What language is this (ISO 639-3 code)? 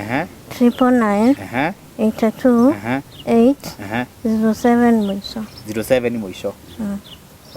kik